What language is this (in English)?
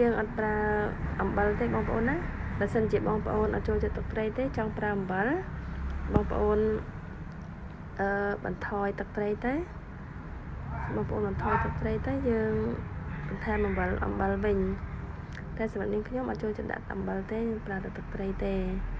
Khmer